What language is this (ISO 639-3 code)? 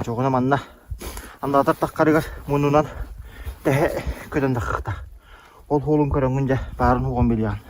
sah